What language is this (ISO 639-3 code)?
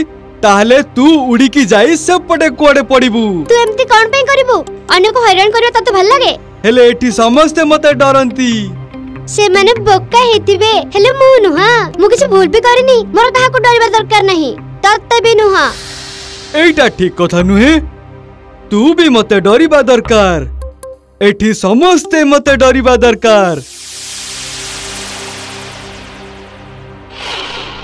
ori